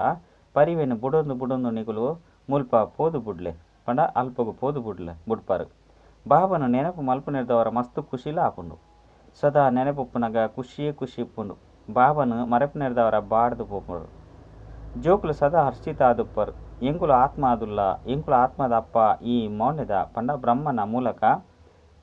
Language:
Tulu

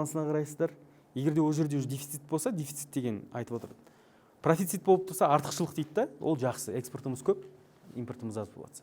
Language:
Kazakh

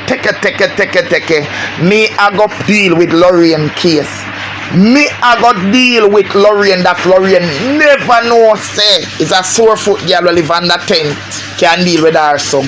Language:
Jamaican Creole English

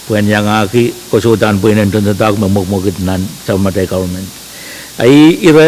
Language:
Pohnpeian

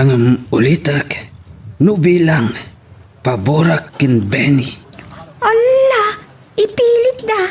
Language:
Iloko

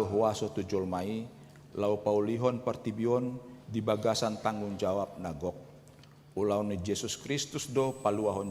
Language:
Batak Toba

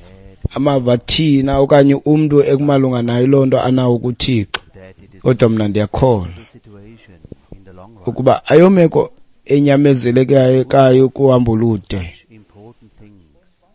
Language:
Xhosa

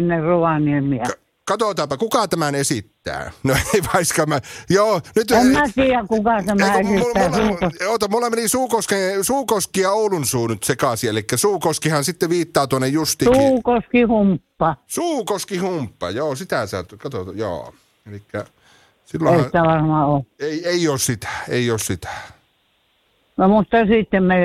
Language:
Finnish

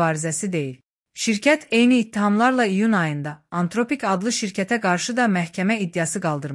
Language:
Azerbaijani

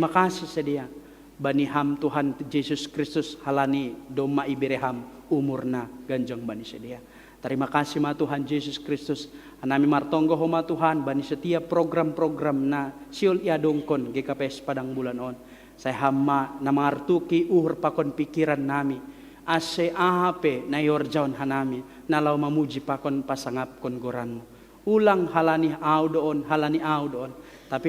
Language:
Batak Simalungun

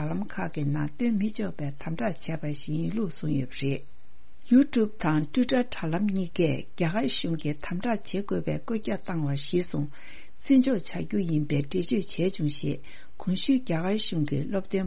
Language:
Tibetan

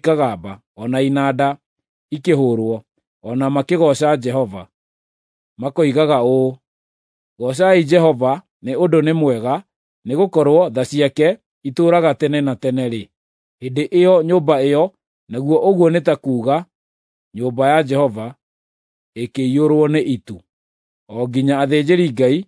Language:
Kikuyu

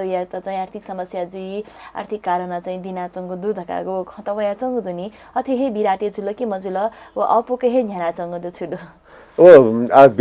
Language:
Newari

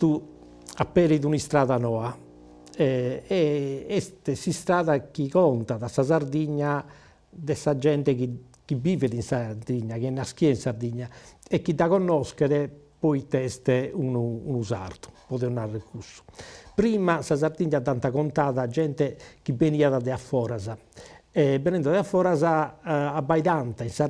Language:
Sardinian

